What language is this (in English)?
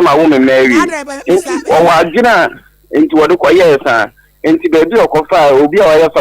Akan